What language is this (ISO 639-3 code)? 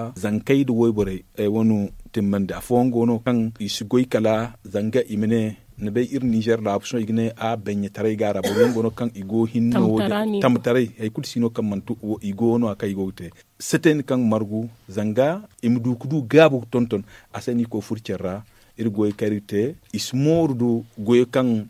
dje